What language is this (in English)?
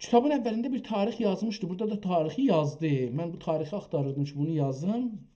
South Azerbaijani